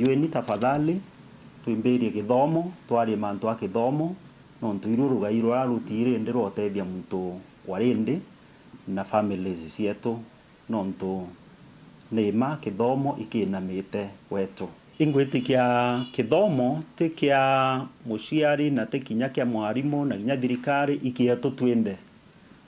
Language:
Meru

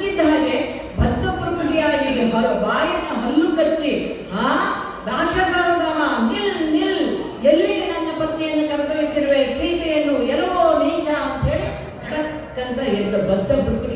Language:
Kannada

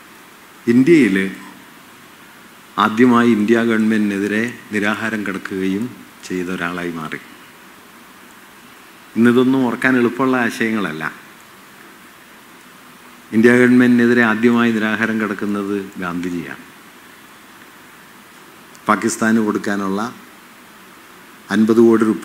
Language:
Malayalam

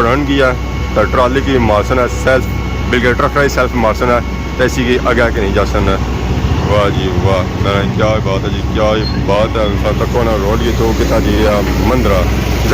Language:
Pahari-Potwari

